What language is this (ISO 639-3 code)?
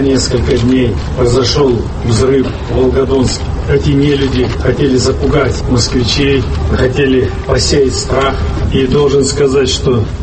rus